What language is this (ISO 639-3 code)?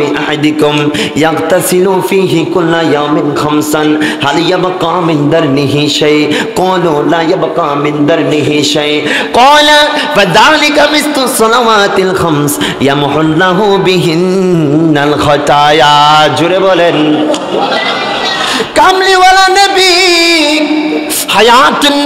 ben